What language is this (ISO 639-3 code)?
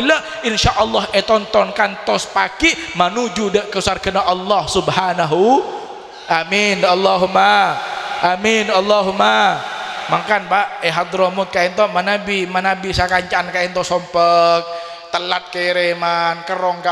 mad